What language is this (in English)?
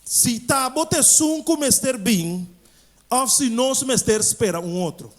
Papiamento